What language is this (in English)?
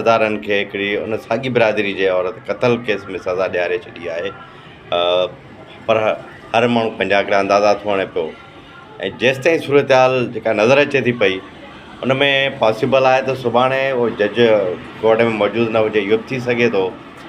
Sindhi